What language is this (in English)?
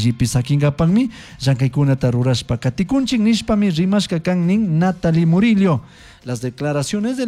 Chimborazo Highland Quichua